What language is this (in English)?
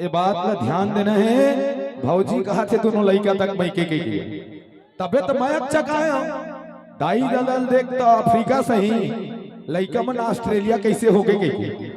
Chhattisgarhi